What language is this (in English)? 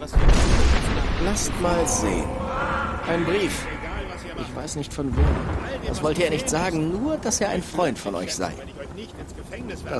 Swiss German